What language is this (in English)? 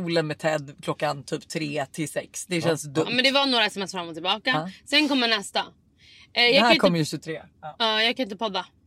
Swedish